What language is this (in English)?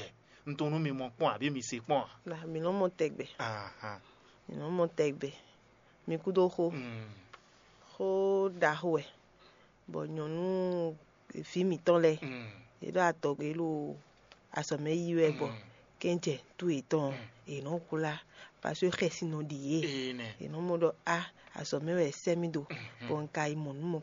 Fon